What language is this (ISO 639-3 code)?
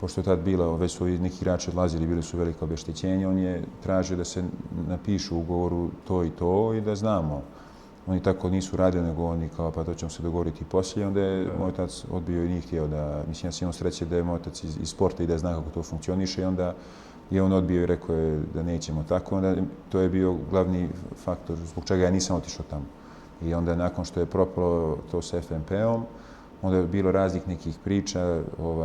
bos